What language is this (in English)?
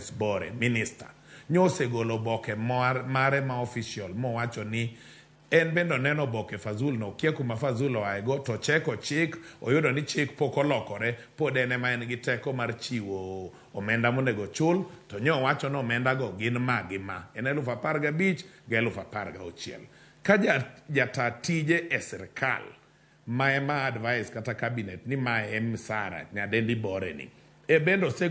Luo (Kenya and Tanzania)